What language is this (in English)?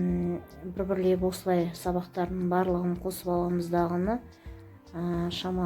Kazakh